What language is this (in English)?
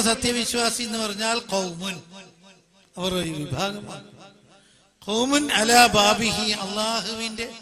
Malayalam